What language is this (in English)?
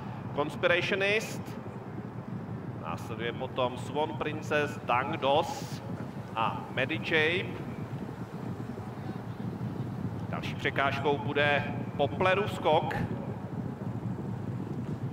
Czech